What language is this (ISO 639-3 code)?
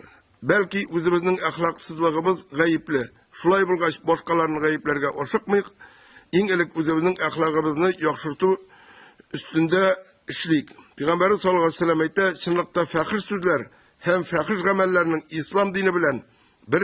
tat